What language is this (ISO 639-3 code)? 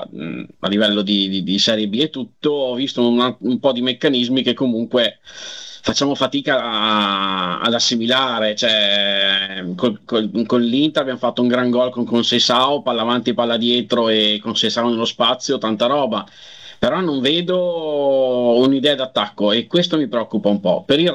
ita